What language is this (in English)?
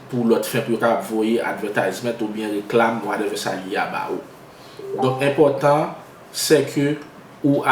Haitian Creole